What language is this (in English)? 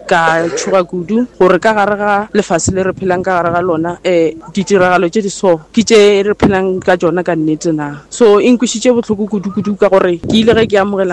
Northern Sotho